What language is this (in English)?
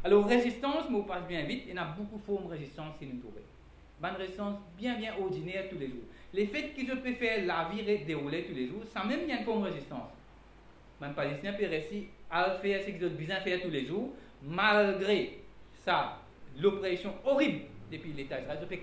Morisyen